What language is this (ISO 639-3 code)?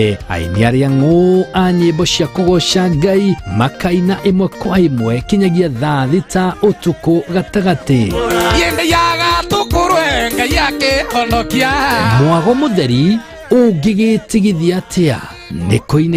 kik